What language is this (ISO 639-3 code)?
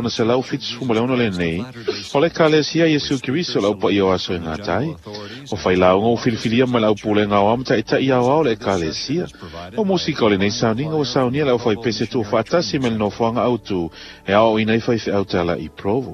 smo